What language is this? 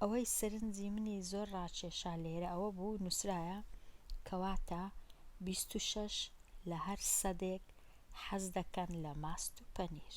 Central Kurdish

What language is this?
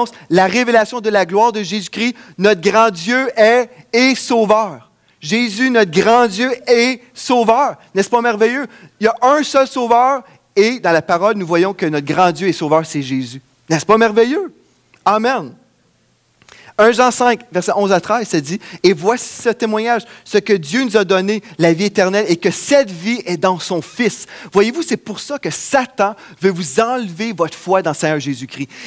French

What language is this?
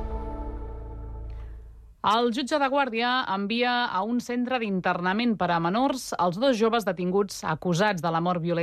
Catalan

